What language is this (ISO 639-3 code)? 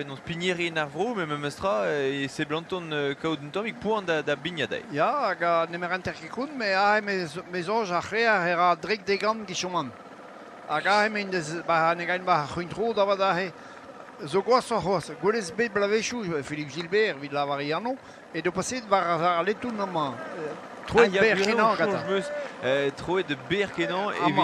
bre